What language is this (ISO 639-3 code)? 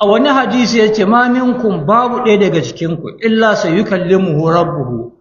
hau